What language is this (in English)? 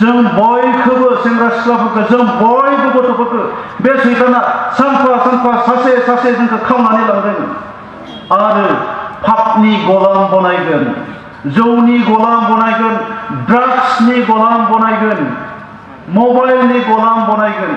Bodo